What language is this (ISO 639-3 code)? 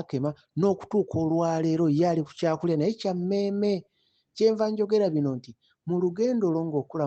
lug